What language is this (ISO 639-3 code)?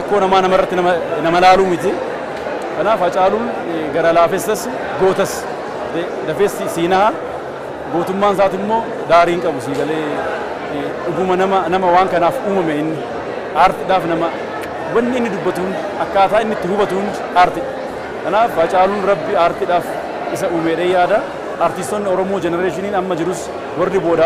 orm